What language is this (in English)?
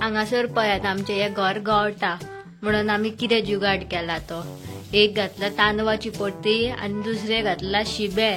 Konkani